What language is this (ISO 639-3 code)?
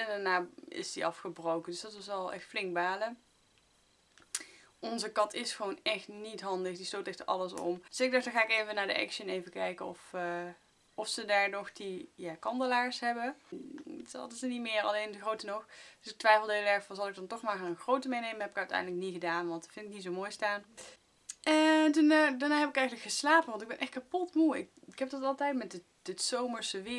nld